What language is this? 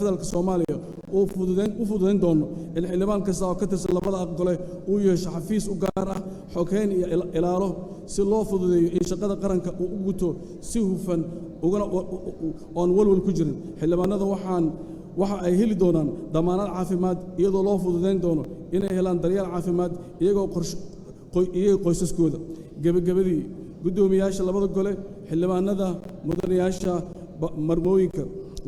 Somali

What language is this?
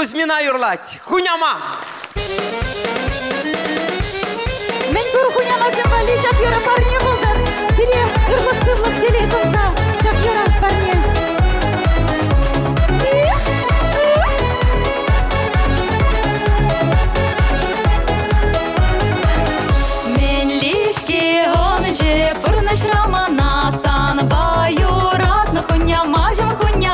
Chuvash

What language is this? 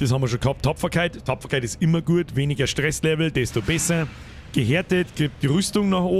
Bavarian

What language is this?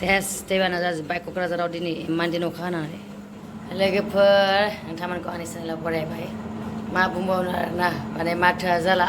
Bodo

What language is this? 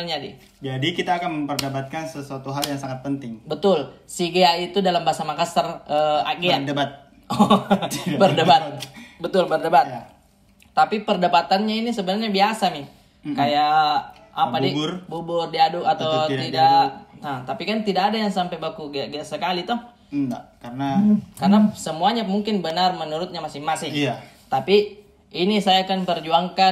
Makassar Malay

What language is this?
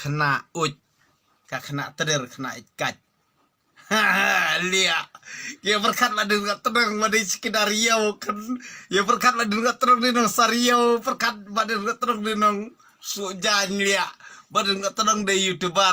Khasi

